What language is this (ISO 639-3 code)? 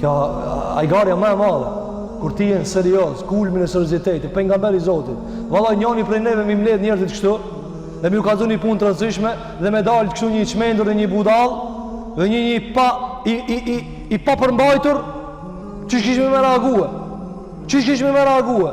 sqi